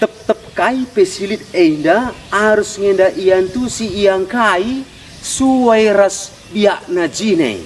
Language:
Batak Karo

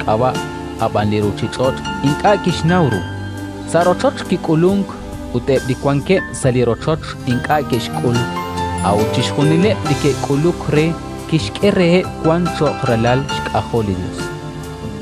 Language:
Kekchí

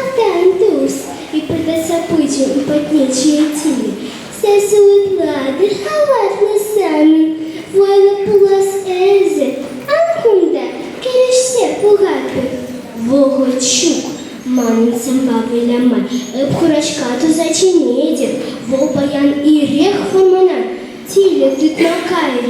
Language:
Chuvash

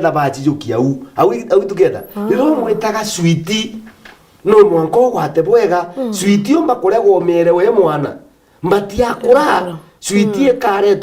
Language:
Meru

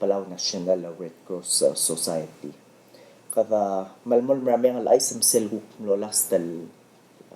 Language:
Palauan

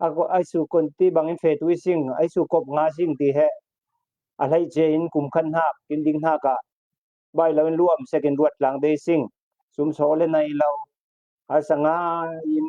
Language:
Falam Chin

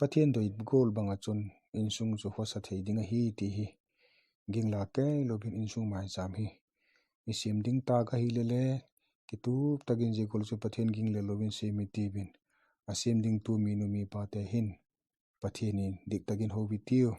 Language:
Vaiphei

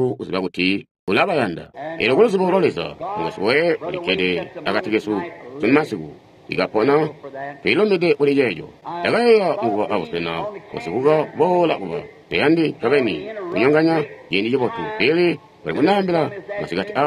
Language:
Tonga (Zambia)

